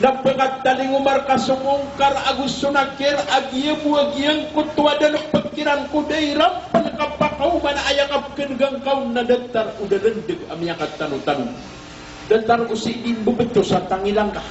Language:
Maranao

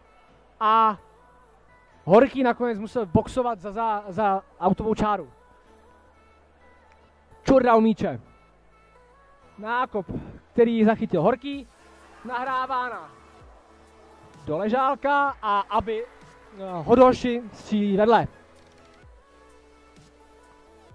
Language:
Czech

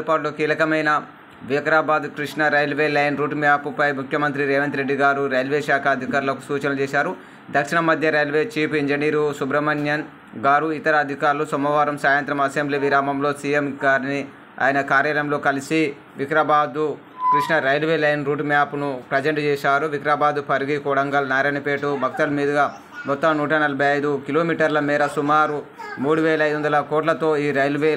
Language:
Telugu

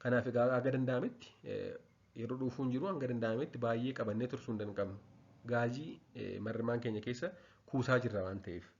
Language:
Oromo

